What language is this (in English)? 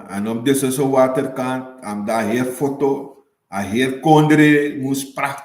Sranan Tongo